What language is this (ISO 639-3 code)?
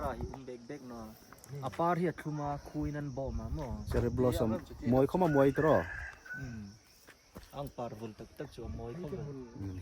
hmr